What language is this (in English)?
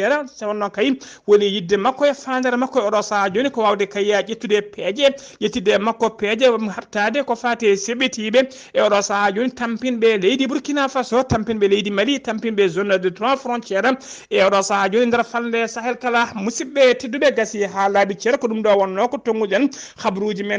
Fula